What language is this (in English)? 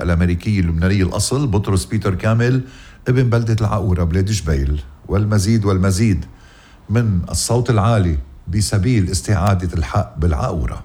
North Levantine Arabic